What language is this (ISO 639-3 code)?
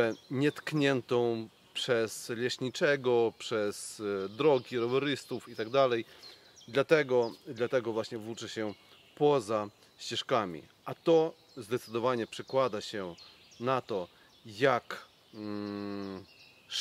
pol